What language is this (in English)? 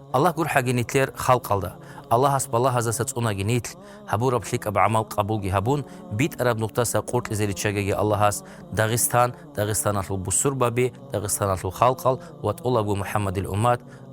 Avaric